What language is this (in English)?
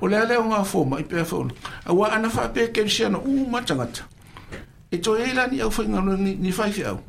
Samoan